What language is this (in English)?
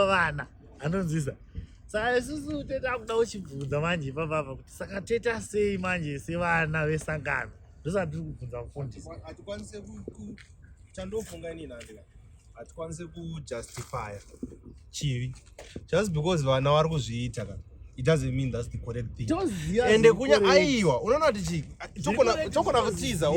Shona